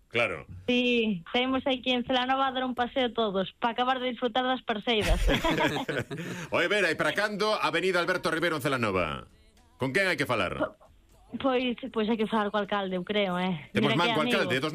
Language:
Galician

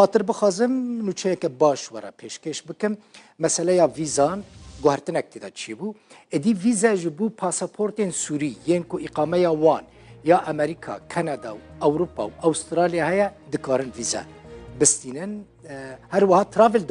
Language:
Kurdish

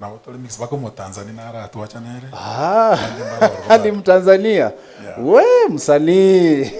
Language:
Gusii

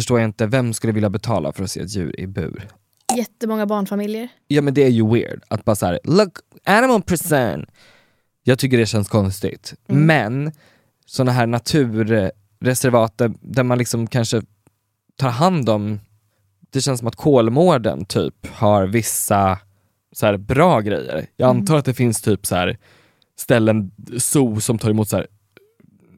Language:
Swedish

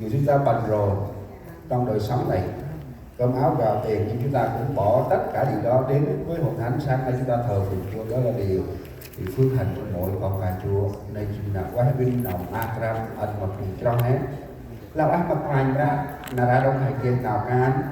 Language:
Central Mnong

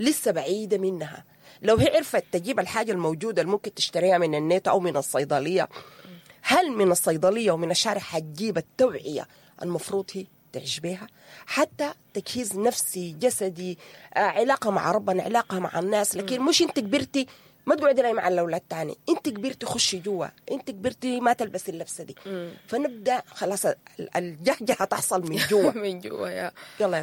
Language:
Sudanese Arabic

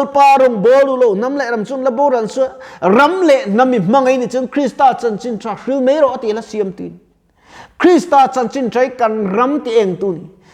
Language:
Mizo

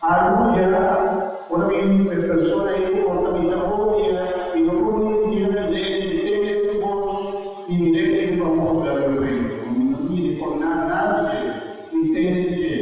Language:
Papiamento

